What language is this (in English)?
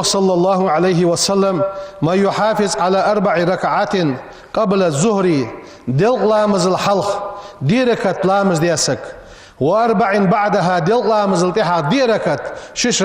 Ingush